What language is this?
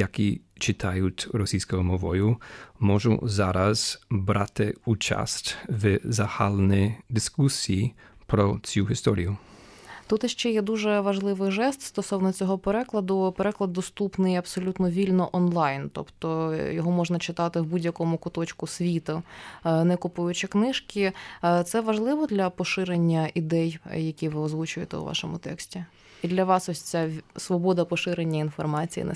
Ukrainian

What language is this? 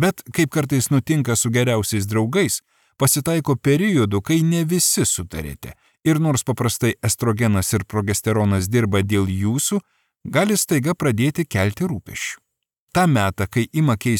Lithuanian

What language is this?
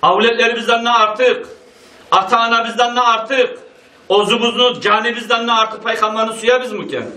Kumyk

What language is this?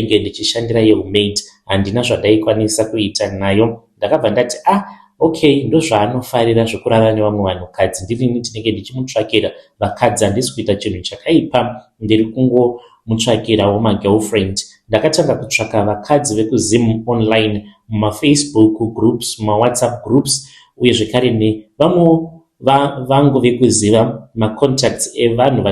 Shona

